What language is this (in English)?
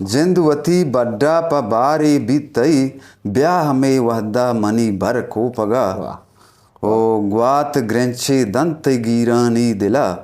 Eastern Balochi